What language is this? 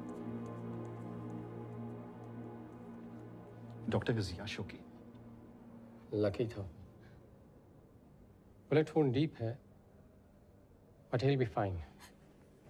Hindi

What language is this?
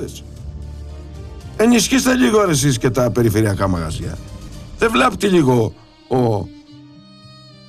Greek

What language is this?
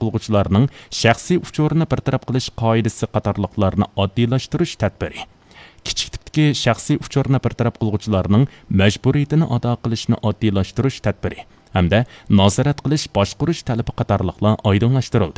Uyghur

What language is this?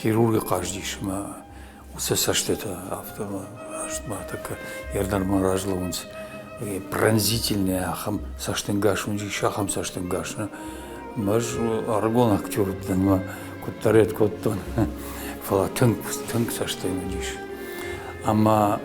Ossetic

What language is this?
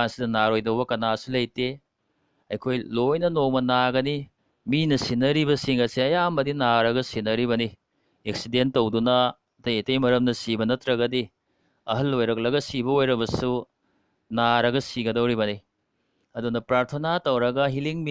Manipuri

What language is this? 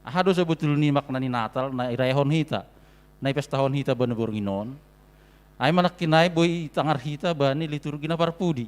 Batak Simalungun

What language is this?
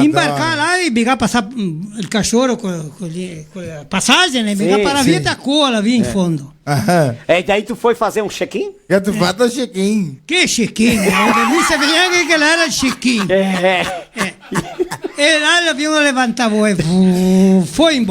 Venetian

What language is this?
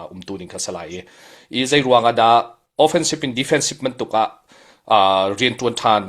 Hakha Chin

